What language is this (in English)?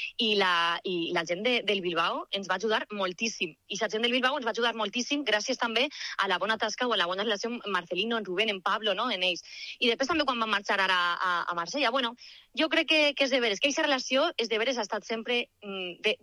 Catalan